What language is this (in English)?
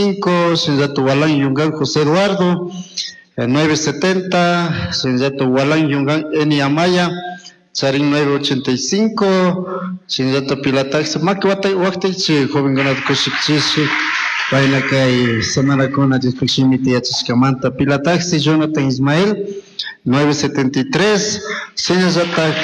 Chimborazo Highland Quichua